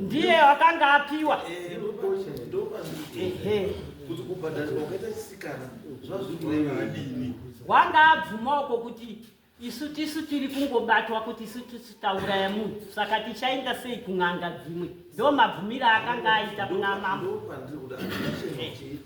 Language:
Shona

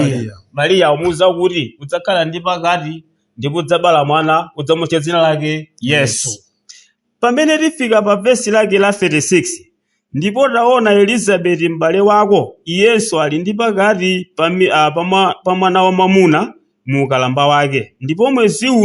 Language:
Nyanja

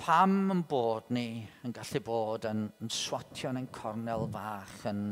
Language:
Welsh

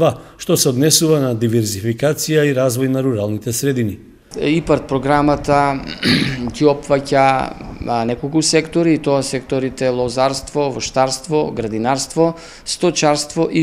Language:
Macedonian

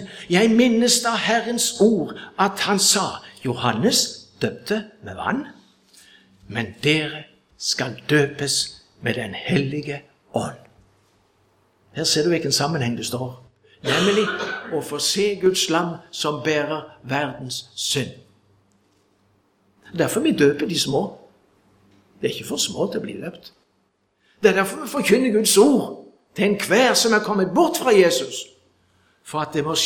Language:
Norwegian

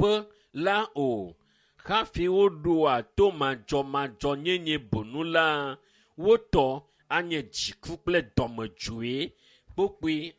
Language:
Ewe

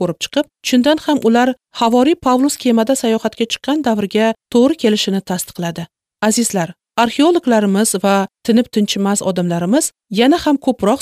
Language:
Uzbek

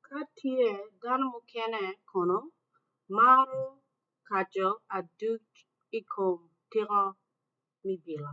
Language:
Acoli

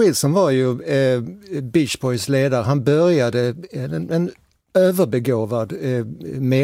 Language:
Swedish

